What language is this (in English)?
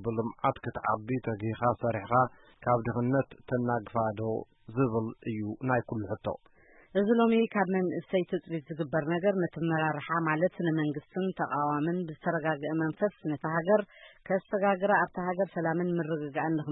Tigrinya